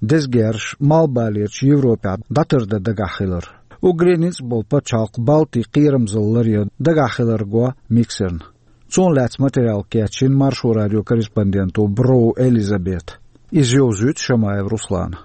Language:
Chechen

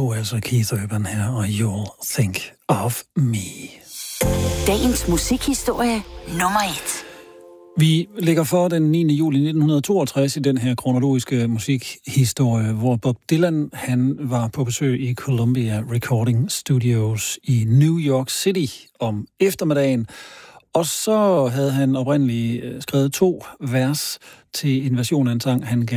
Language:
Danish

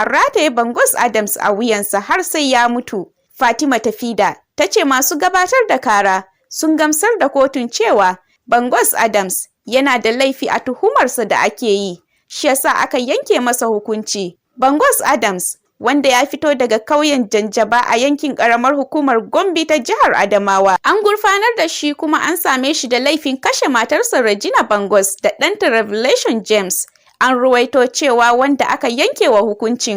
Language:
Hausa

